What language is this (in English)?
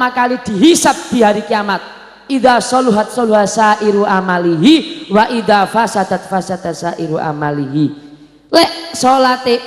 Javanese